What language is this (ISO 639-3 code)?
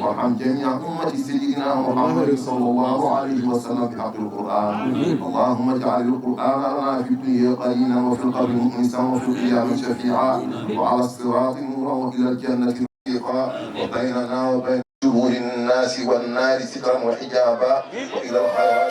ful